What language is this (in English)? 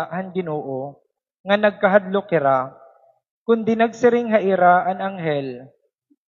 Waray